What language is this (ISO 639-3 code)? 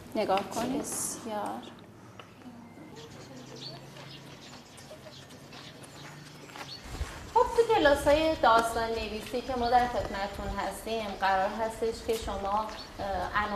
fas